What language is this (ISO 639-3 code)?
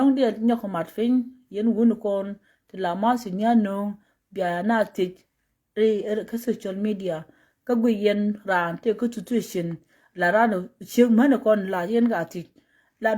nus